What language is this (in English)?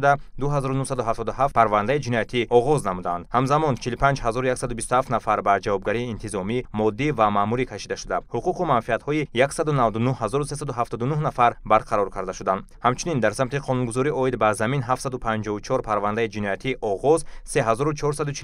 Tajik